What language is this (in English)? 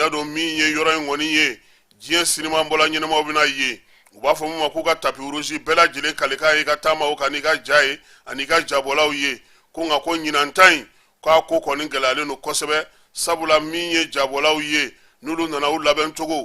Bambara